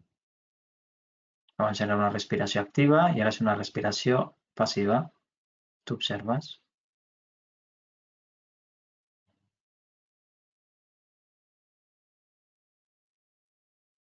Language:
Catalan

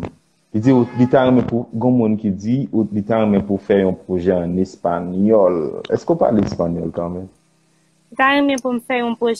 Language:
Haitian Creole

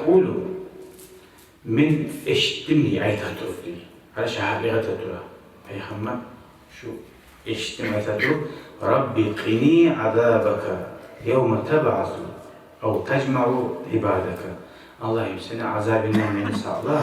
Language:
Kumyk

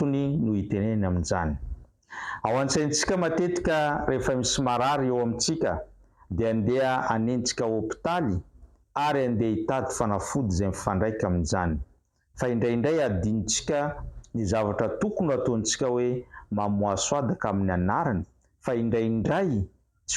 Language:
Malagasy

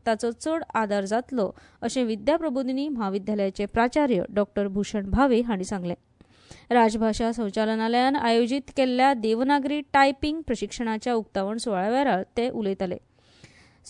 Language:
Konkani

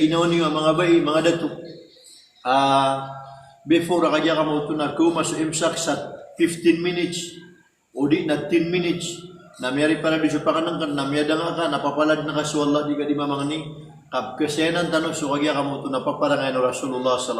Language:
Maranao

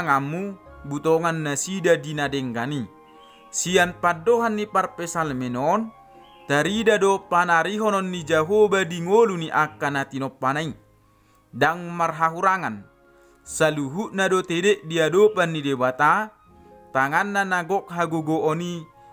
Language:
Batak Toba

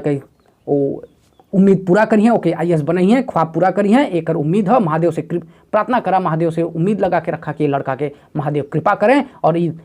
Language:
Bhojpuri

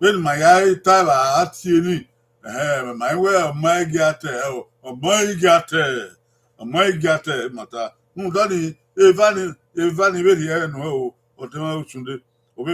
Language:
Bini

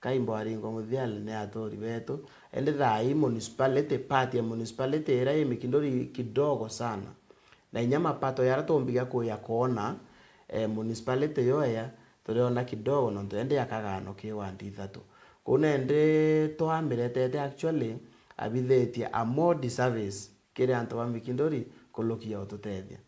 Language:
Meru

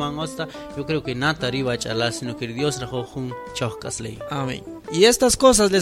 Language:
Kaqchikel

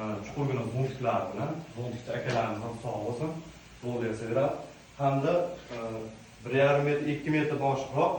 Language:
Uzbek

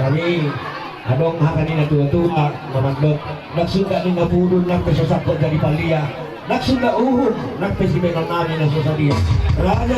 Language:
Batak Toba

